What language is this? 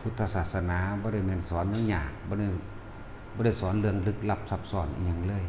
Lao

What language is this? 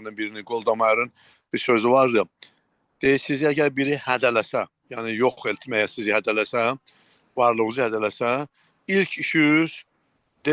South Azerbaijani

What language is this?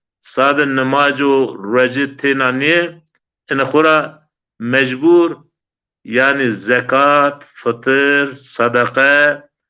Zaza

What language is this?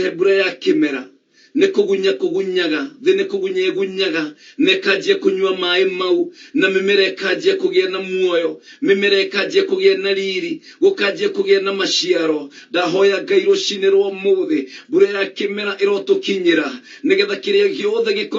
Kikuyu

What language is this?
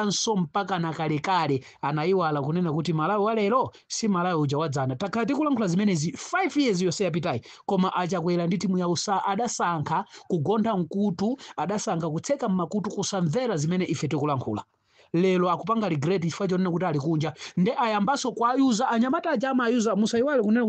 Nyanja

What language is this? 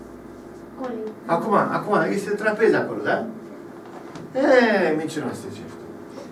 Romanian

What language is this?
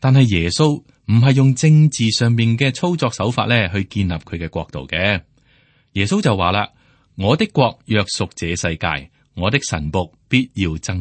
Cantonese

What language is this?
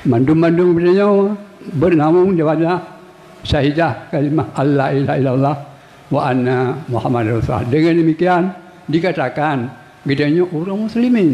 Achinese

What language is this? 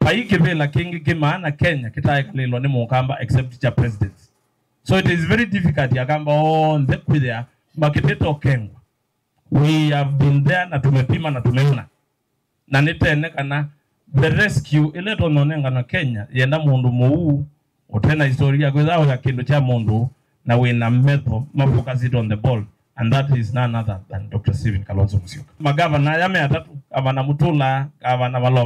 Kamba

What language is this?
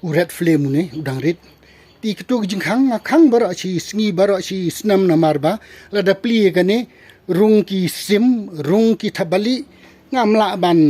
Khasi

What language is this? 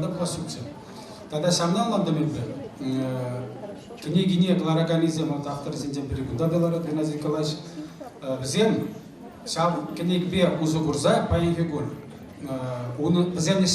Chuvash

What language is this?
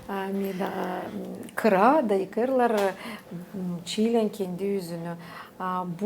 Gagauz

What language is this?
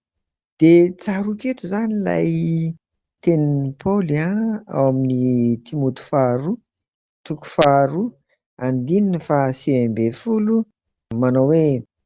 Malagasy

